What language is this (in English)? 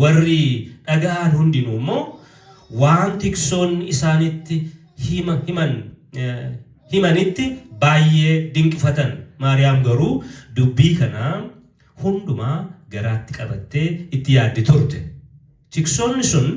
Oromo